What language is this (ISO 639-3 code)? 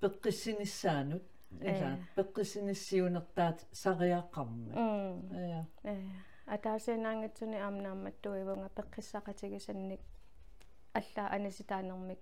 kal